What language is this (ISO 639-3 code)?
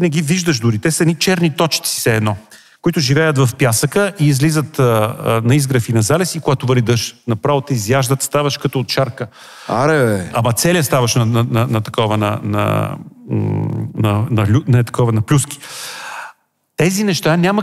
bul